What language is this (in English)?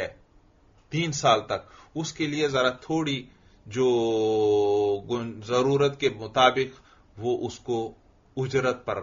Urdu